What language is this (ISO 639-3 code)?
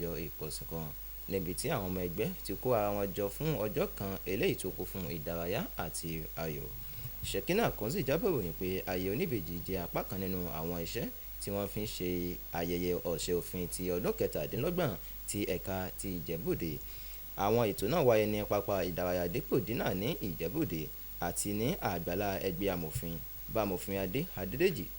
yor